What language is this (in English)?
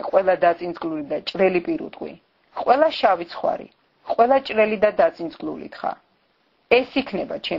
Georgian